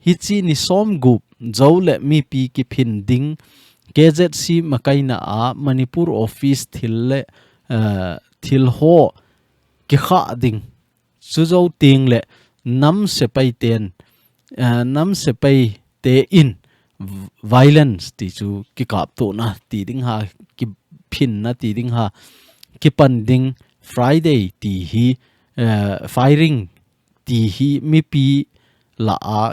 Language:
Thado Chin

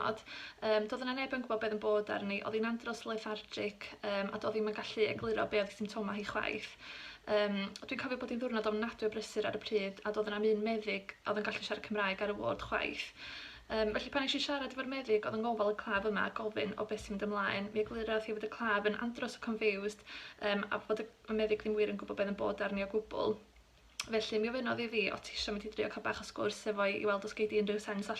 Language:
Welsh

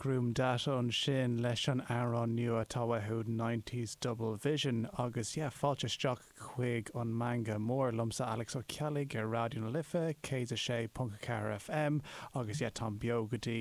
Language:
Irish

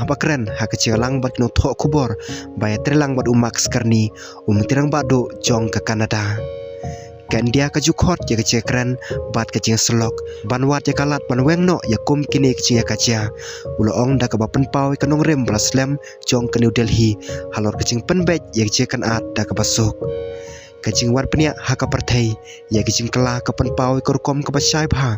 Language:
Khasi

